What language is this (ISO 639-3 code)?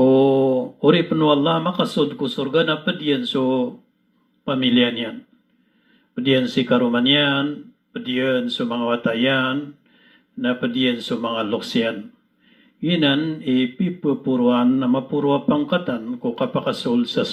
mrw